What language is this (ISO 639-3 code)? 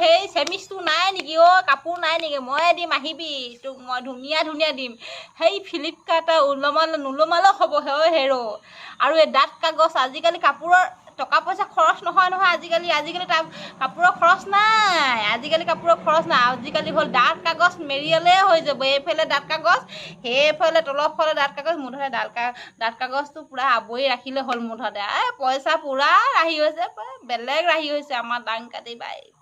asm